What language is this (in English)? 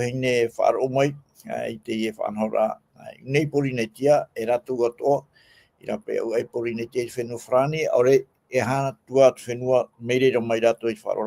Tahitian